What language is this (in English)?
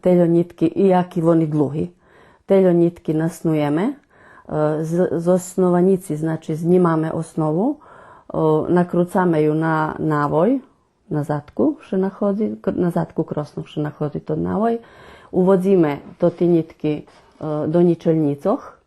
Rusyn